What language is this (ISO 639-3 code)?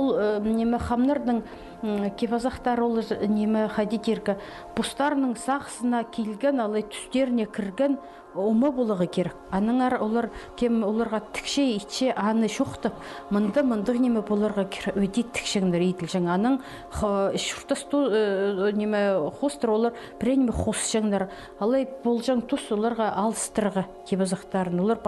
kjh